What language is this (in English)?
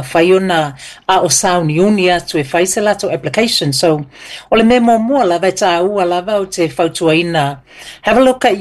Samoan